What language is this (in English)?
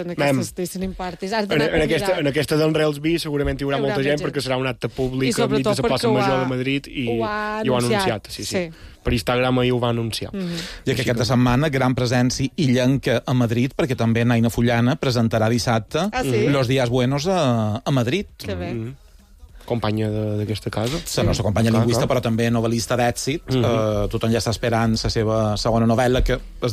Catalan